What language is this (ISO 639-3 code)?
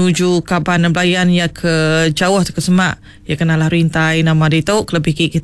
iba